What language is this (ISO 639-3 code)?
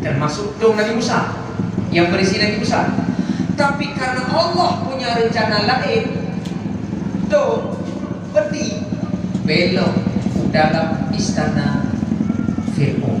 ace